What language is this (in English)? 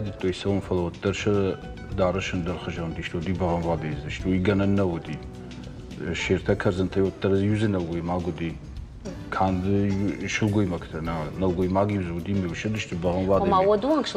Ossetic